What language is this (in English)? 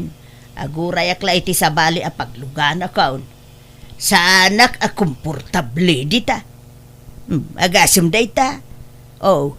Iloko